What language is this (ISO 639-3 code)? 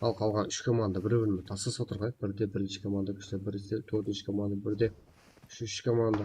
kaa